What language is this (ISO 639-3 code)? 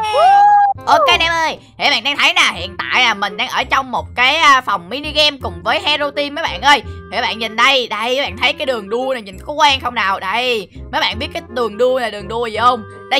vie